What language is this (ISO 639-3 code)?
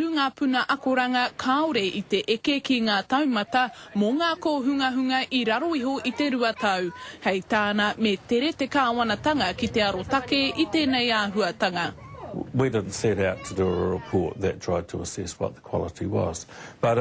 mri